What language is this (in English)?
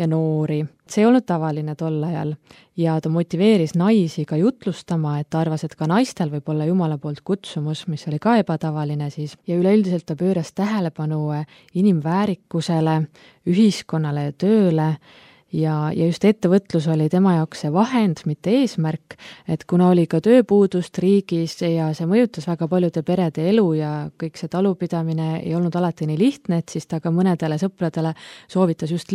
Estonian